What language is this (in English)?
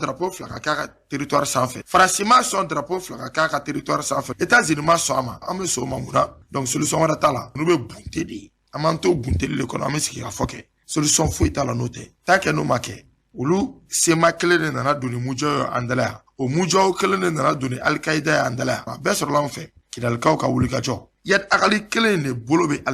Bambara